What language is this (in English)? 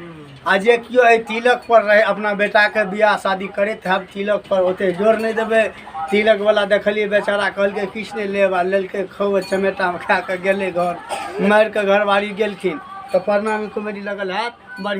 Maithili